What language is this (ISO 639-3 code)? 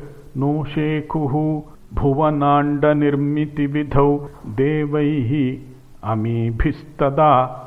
san